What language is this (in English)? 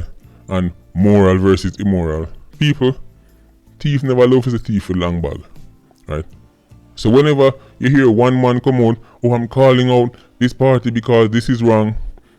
Jamaican Creole English